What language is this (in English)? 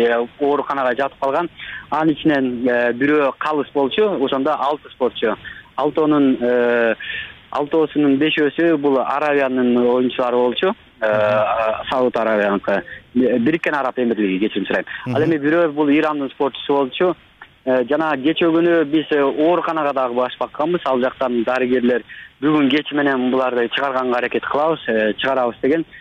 Kyrgyz